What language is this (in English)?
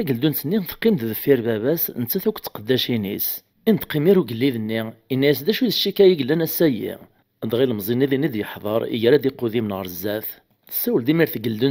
Kabyle